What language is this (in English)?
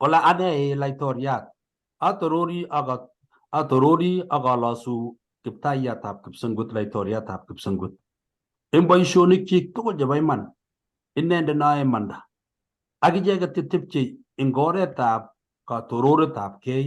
Kalenjin